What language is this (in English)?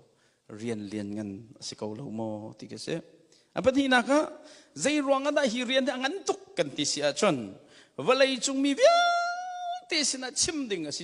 Hakha Chin